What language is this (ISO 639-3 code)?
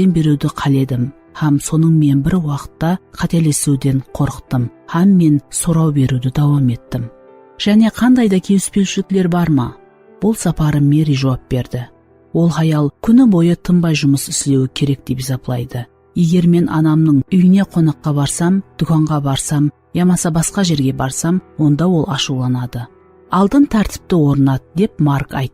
kaa